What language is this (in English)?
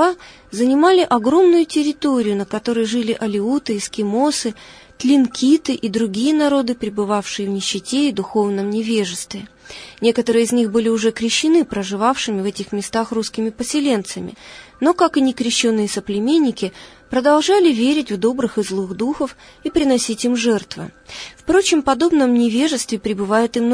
Russian